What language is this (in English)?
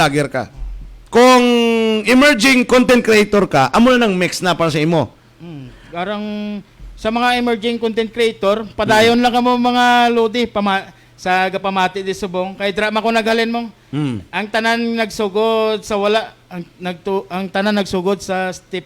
Hiligaynon